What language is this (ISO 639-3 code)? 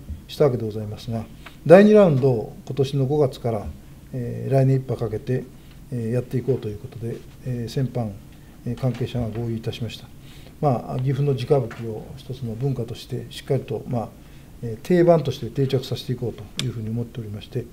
jpn